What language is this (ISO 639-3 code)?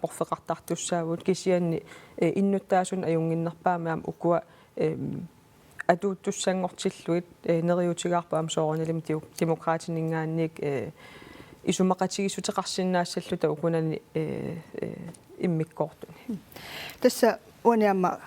kal